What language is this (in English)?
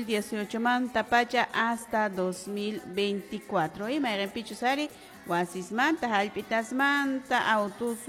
Quechua